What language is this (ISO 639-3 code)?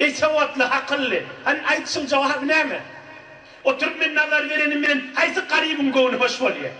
tuk